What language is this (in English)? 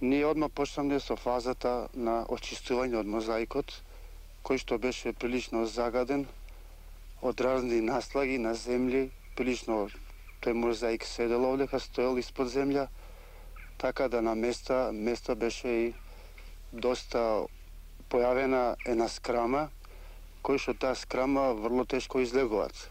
Macedonian